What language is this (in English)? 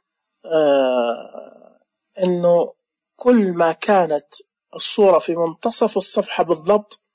Najdi Arabic